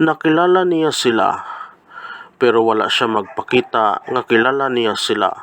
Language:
Hiligaynon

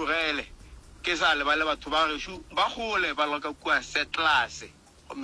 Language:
Northern Sotho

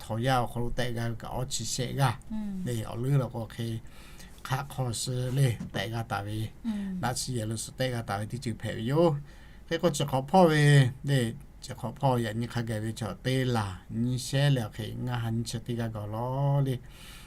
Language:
Lahu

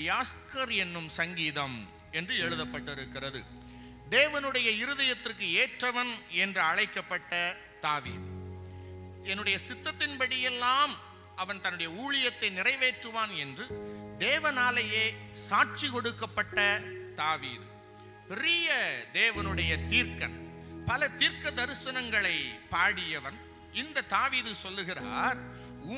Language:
Tamil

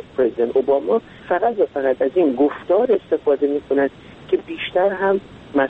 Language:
Persian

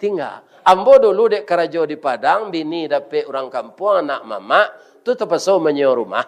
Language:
Minangkabau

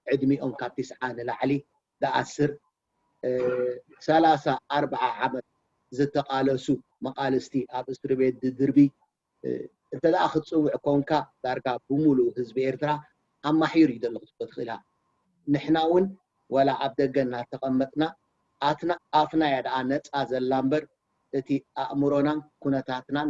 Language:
Tigrinya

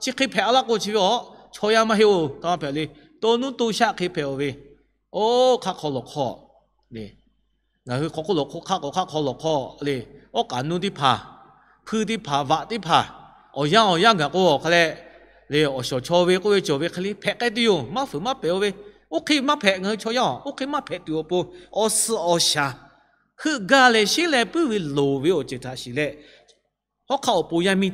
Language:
Lahu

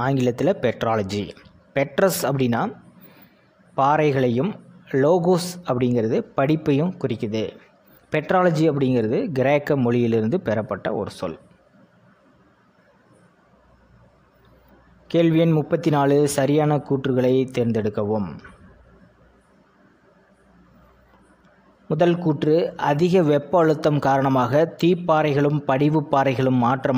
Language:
Tamil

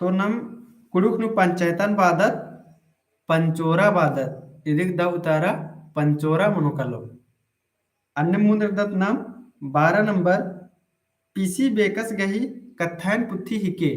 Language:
Kurukh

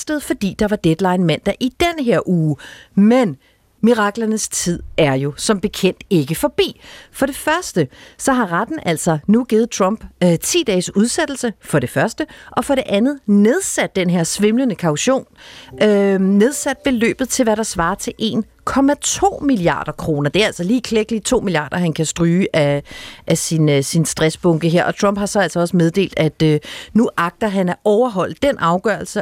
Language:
Danish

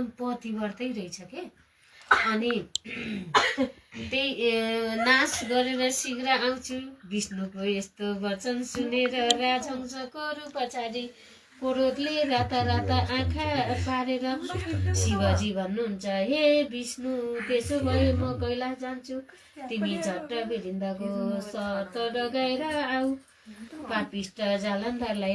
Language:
Nepali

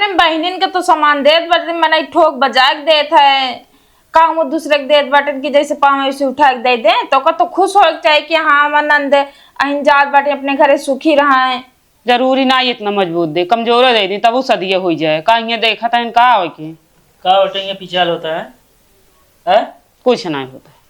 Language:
Awadhi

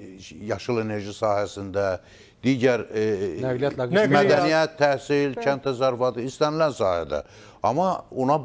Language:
Azerbaijani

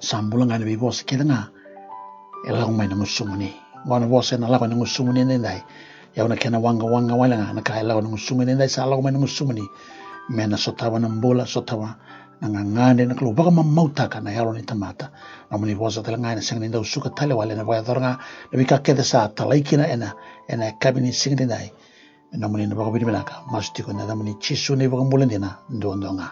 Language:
Fijian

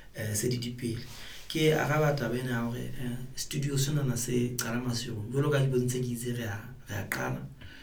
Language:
Southern Sotho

